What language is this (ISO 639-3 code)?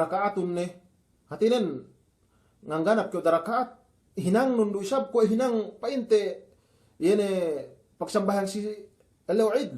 yka